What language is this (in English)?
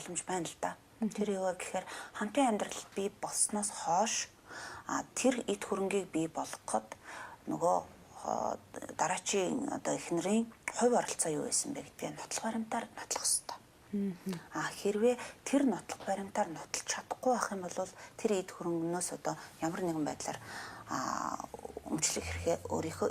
Mongolian